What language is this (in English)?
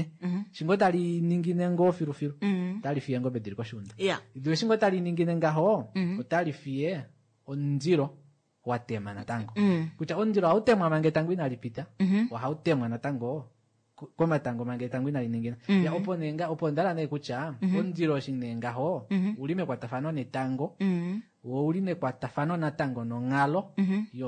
Kuanyama